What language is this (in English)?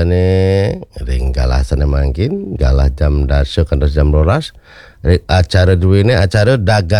Balinese